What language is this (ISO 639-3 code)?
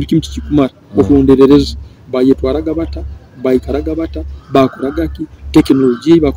nyo